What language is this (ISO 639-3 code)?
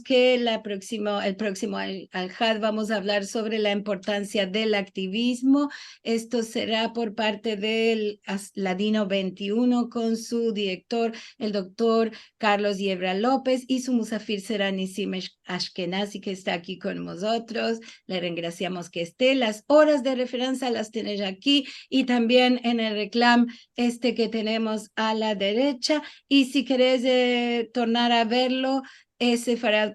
lad